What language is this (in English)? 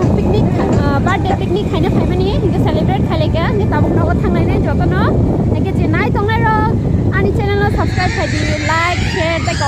Kok Borok